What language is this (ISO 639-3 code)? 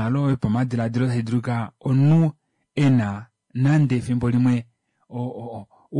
kua